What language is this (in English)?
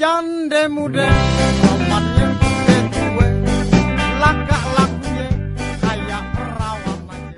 Betawi